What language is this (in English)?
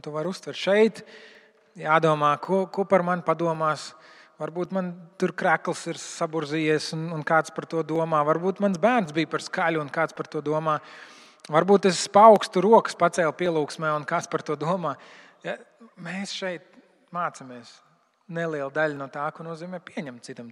Latvian